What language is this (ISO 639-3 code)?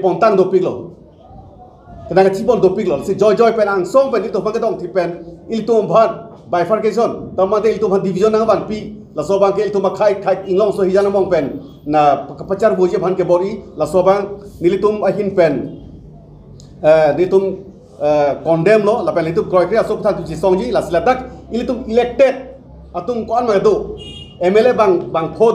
mjw